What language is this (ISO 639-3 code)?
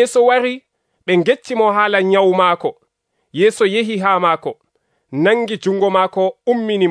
fuv